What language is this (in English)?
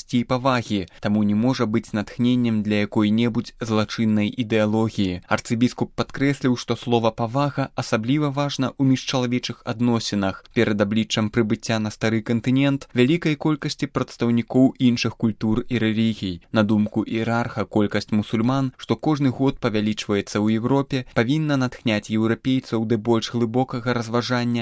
Belarusian